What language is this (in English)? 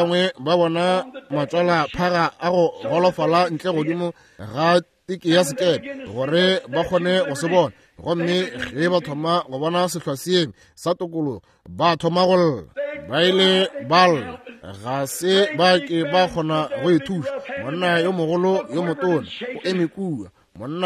Northern Sotho